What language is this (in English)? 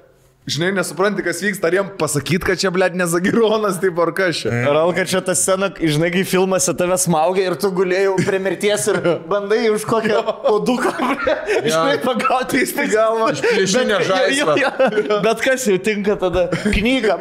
Lithuanian